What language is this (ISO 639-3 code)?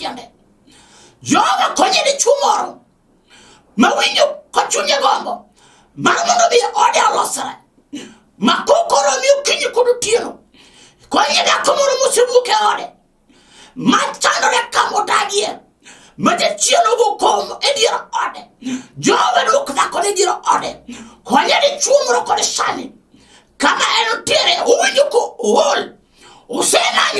luo